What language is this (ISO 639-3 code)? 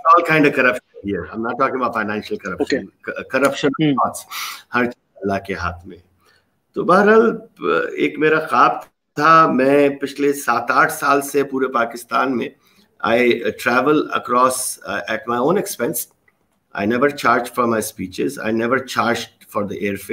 urd